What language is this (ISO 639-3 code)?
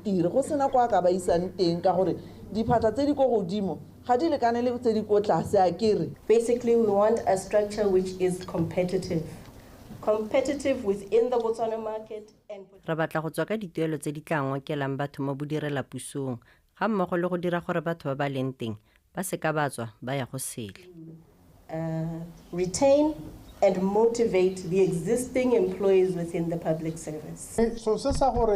tsn